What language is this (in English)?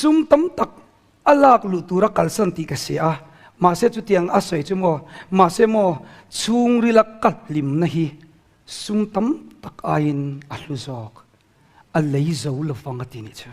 Mizo